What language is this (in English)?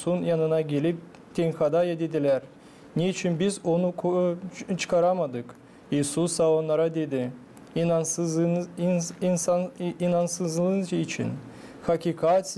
Gagauz